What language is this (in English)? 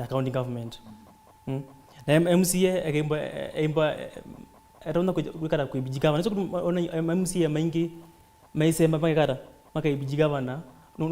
Kamba